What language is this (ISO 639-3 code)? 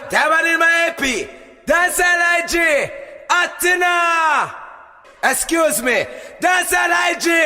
jam